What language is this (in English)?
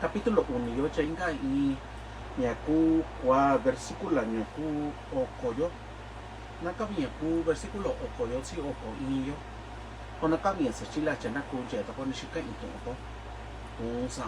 Mixtepec Mixtec